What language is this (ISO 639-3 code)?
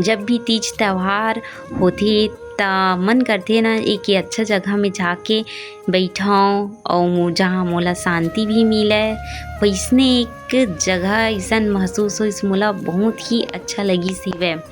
hne